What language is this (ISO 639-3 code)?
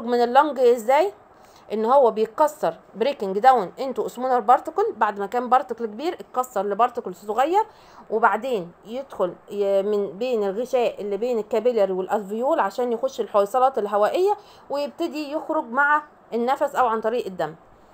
arz